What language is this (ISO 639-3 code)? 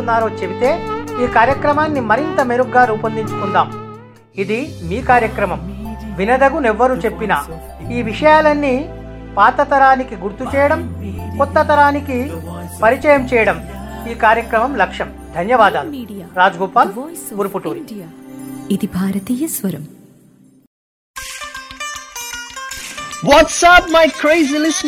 tel